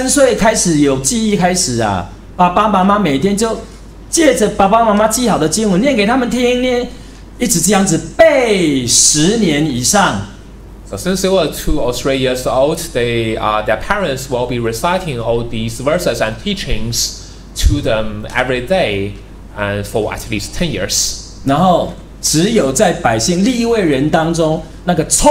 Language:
Chinese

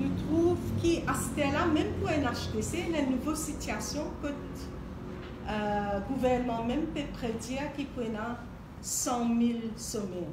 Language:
Morisyen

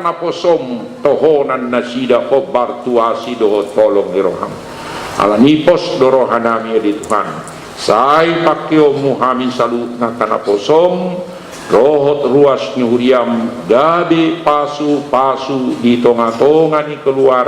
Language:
Batak Toba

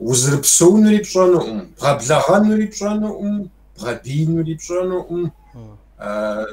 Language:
Kabardian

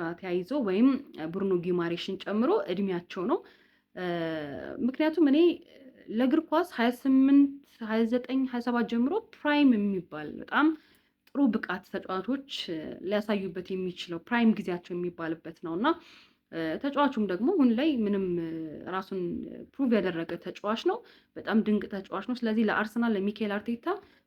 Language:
Amharic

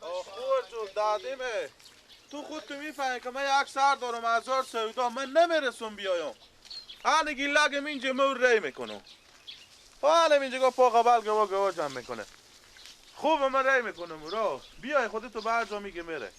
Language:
Persian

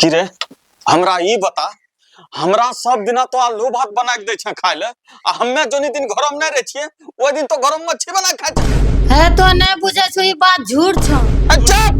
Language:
Angika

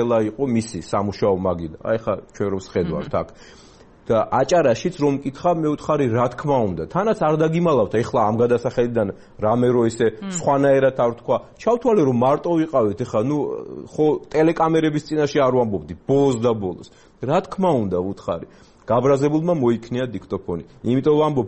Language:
Georgian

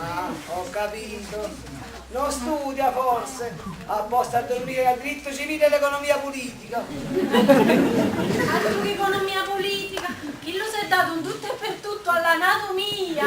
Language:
Neapolitan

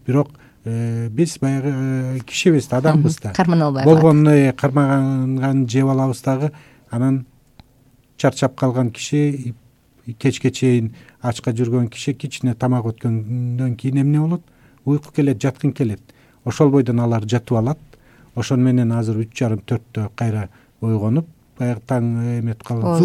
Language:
Kyrgyz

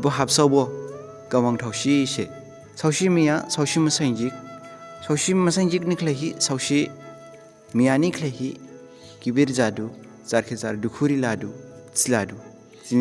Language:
Dimasa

